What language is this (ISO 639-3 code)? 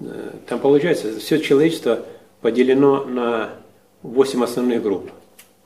rus